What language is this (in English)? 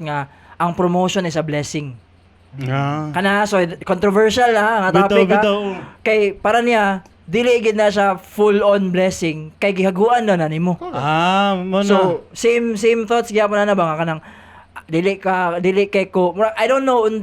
Cebuano